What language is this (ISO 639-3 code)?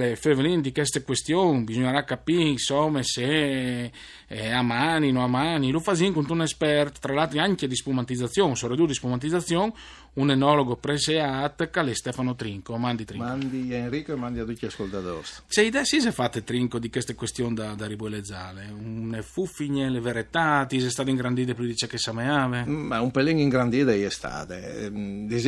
fur